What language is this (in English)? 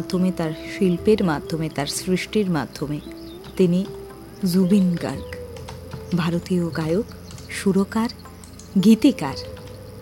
Bangla